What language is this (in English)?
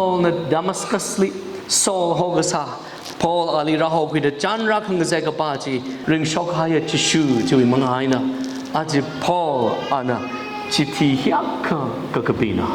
Tangkhul Naga (India)